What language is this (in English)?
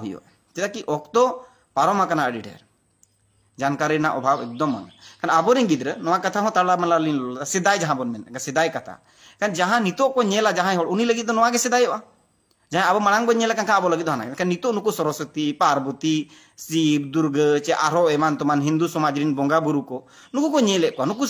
Santali